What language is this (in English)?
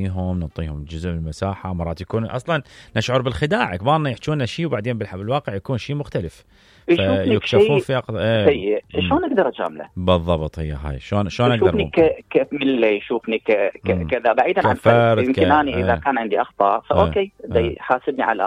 Mesopotamian Arabic